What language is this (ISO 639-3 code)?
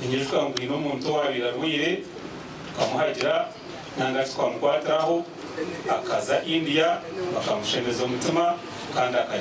nyn